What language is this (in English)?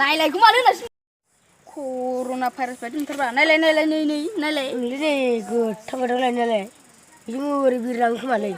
Bodo